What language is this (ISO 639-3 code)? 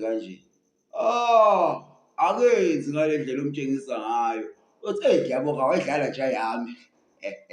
zul